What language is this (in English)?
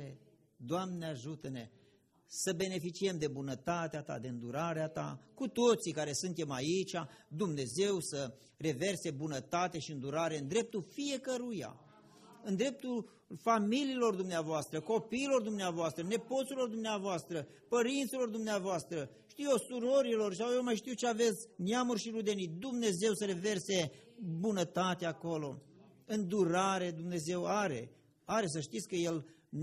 Romanian